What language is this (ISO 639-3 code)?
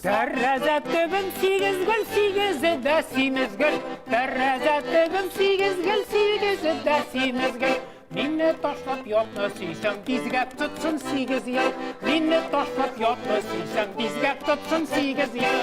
tat